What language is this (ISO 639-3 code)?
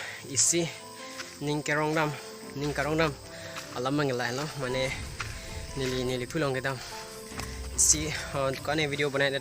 mjw